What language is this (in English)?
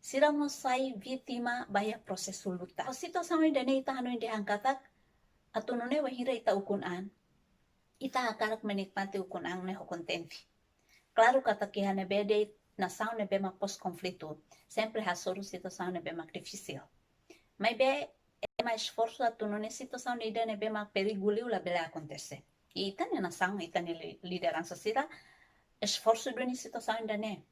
Tetum